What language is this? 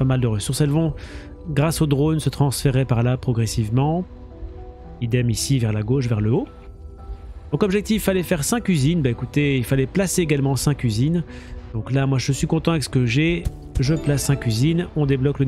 French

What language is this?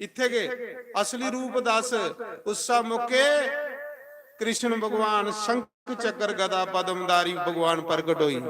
Dogri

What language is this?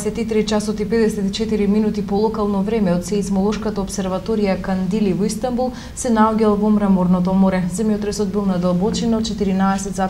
Macedonian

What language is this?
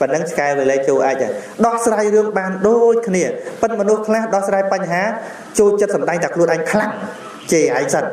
Khmer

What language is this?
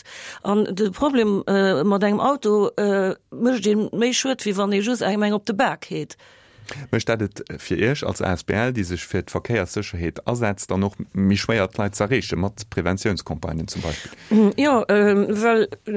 Luxembourgish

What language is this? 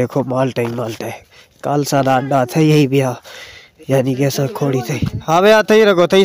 Saraiki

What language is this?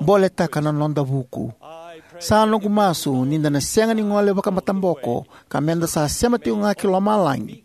Fijian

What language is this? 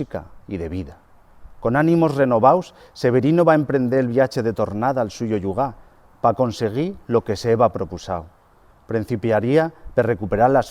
Aragonese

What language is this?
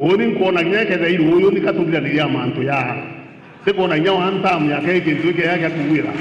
Meru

